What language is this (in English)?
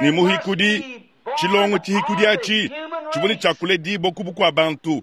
Luba-Lulua